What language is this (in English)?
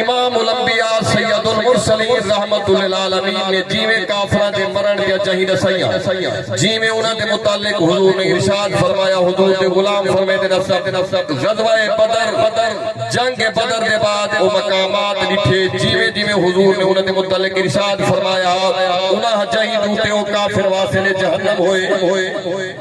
Saraiki